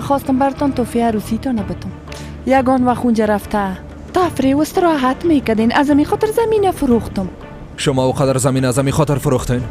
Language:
Persian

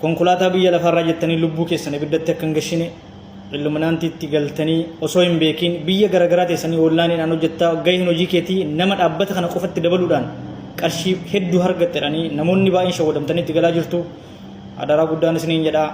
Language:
Oromo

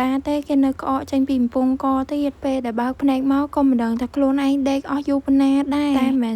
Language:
Khmer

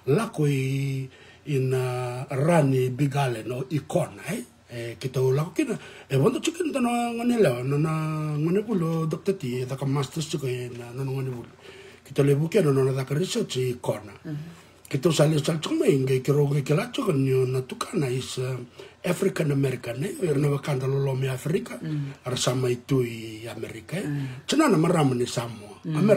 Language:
Fijian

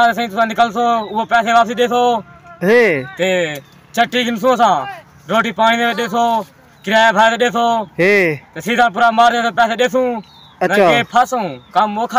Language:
Saraiki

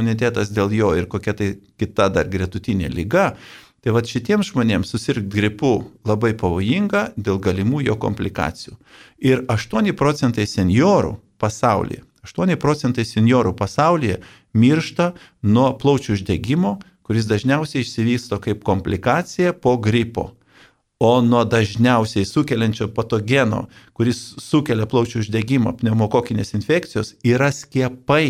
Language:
Lithuanian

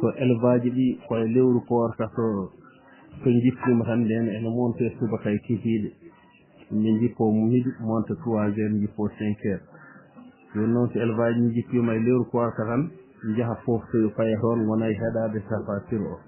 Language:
Fula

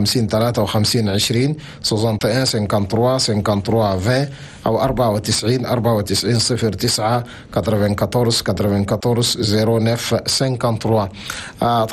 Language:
Chadian Arabic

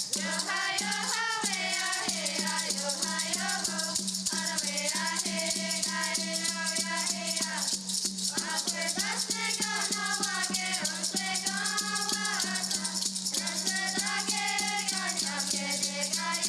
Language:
Mohawk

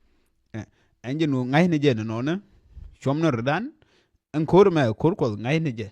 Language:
Nuer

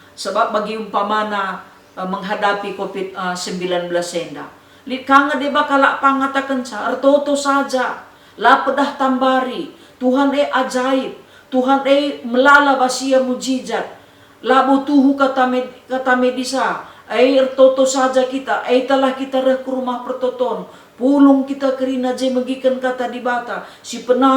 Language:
Batak Karo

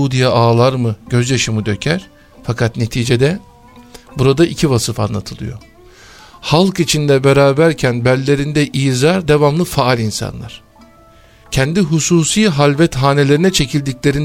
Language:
Turkish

